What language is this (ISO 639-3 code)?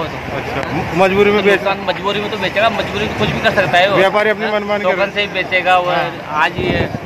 hin